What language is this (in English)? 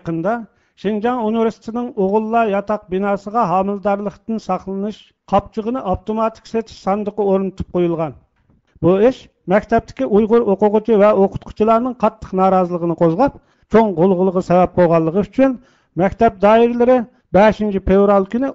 Uyghur